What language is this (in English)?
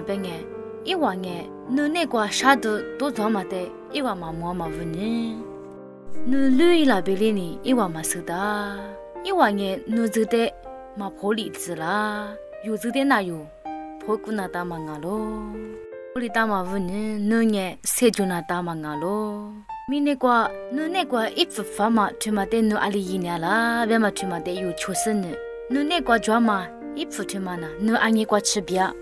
Lisu